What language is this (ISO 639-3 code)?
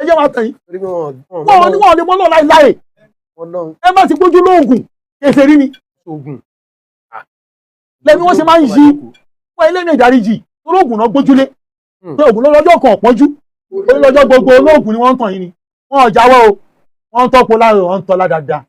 yor